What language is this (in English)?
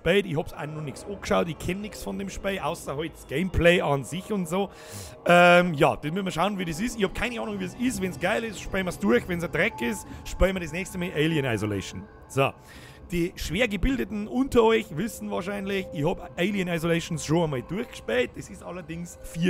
Bavarian